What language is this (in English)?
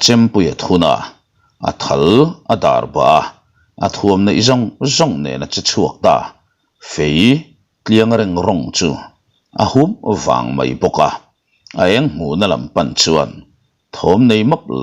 Mizo